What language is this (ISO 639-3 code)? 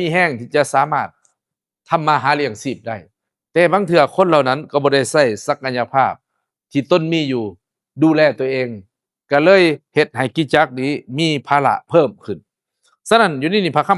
lao